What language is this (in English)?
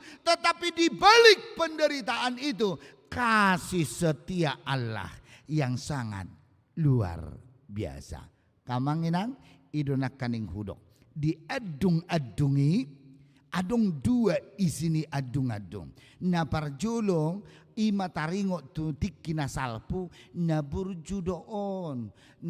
Batak Toba